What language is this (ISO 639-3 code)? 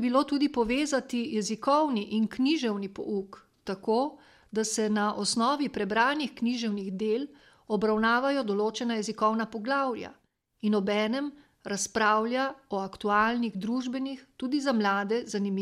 slv